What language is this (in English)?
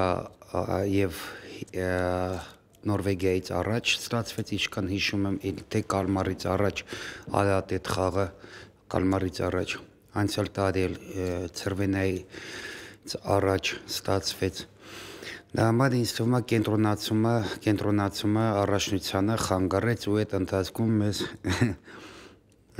Armenian